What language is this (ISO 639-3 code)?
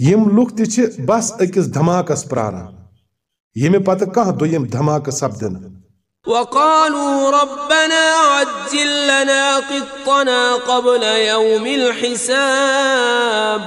kas